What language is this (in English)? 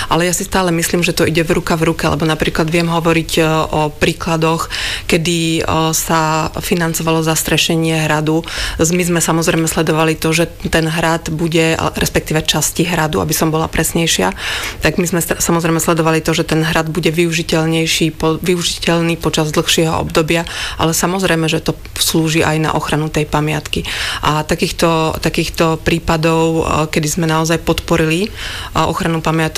Slovak